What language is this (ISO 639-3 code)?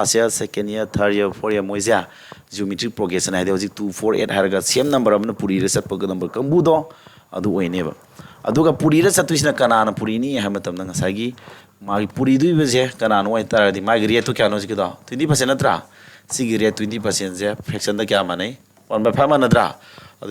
mni